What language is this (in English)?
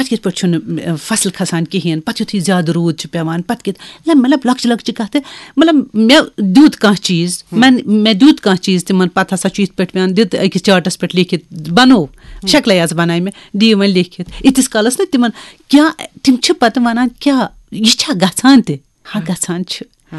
Kashmiri